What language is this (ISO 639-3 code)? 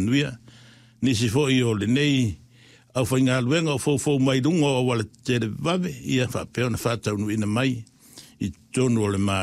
smo